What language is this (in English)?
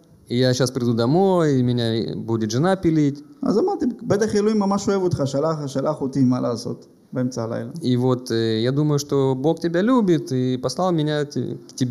Russian